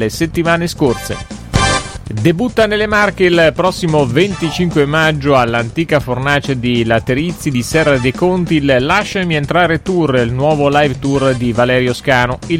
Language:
Italian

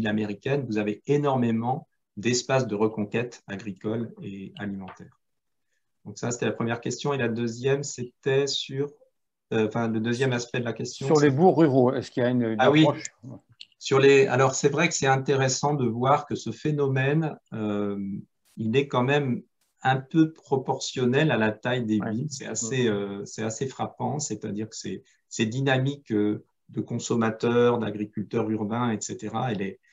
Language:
French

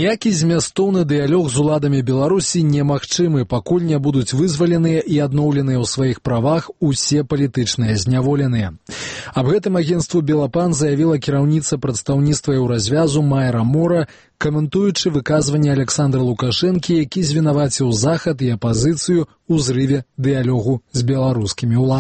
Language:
Belarusian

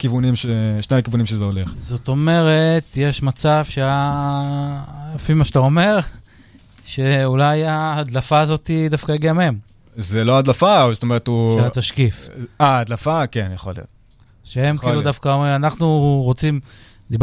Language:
Hebrew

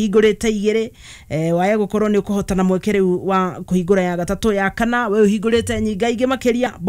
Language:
Kikuyu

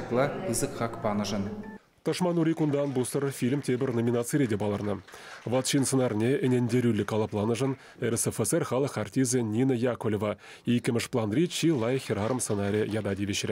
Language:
Chuvash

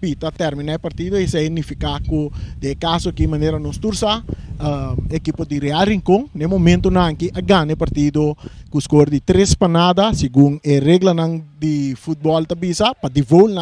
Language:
Papiamento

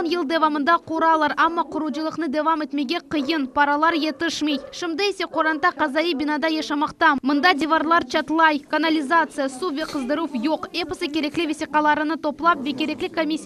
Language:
Crimean Tatar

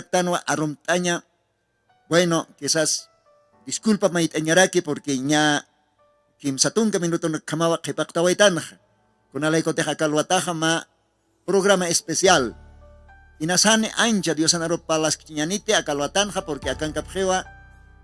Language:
Aymara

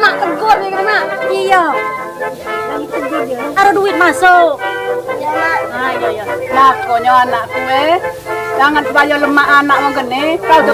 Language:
Musi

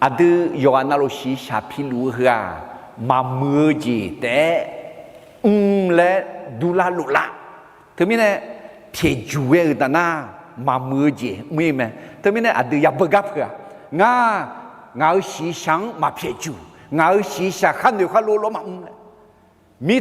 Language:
Akha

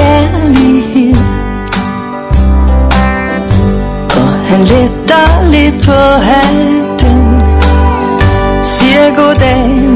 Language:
Danish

